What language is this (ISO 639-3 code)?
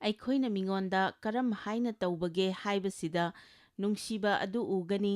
mni